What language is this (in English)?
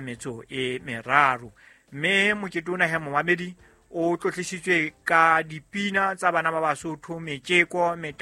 Southern Sotho